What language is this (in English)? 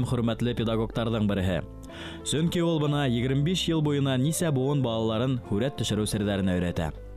Bashkir